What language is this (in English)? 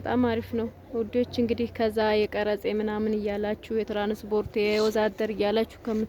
Amharic